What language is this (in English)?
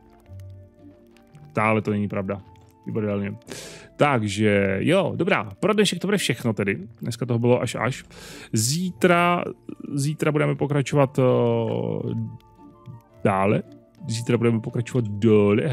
Czech